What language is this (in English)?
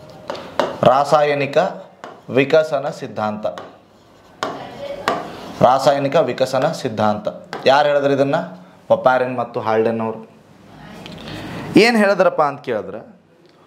Kannada